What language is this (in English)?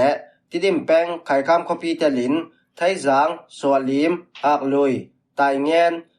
Falam Chin